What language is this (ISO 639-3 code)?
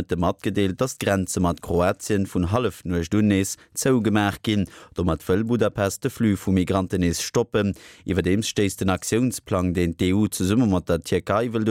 ltz